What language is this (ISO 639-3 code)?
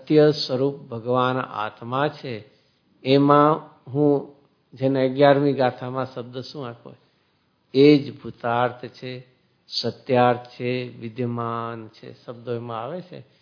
guj